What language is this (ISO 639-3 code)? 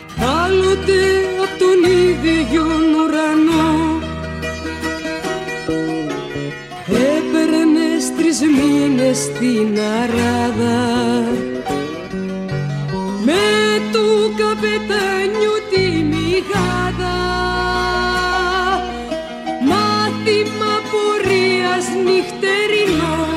ell